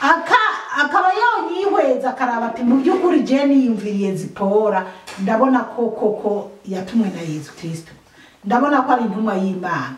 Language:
Rundi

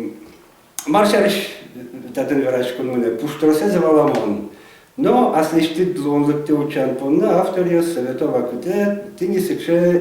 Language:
Udmurt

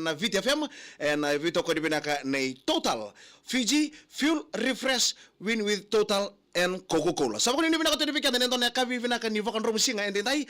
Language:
Fijian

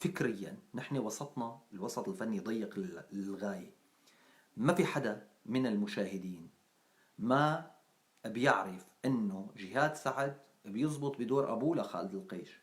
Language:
North Levantine Arabic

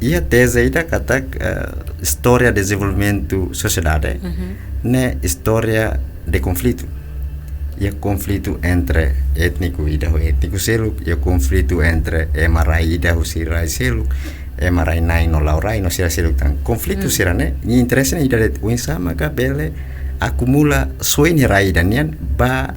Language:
Tetum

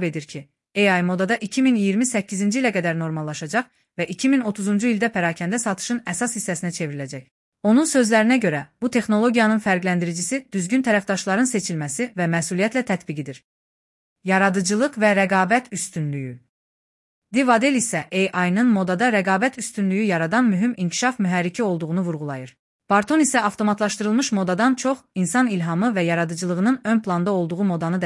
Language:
Azerbaijani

